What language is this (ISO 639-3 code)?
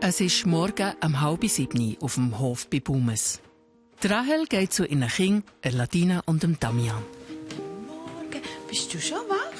gsw